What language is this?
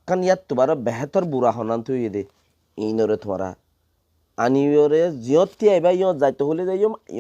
Rohingya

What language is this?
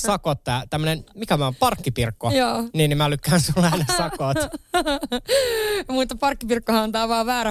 Finnish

